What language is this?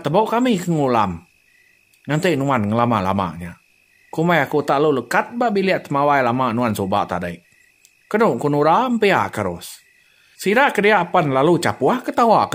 Iban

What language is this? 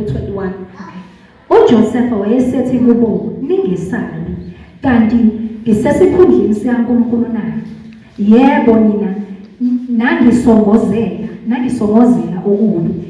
Zulu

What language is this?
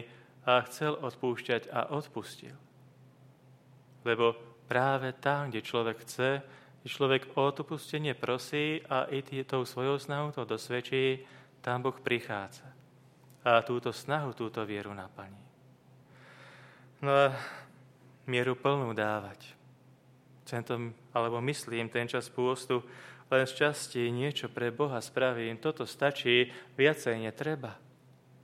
Slovak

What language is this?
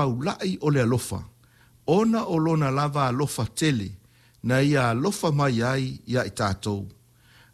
Samoan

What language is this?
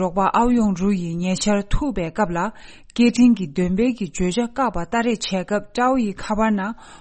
Tibetan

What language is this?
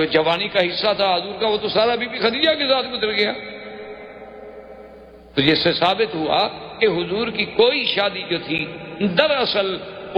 Urdu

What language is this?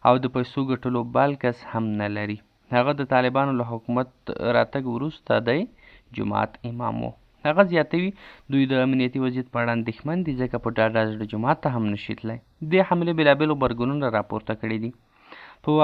Pashto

